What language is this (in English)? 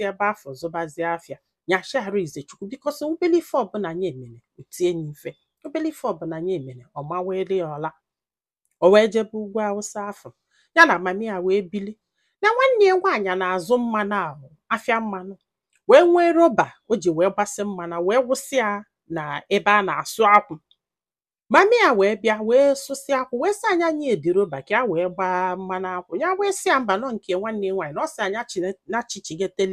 Igbo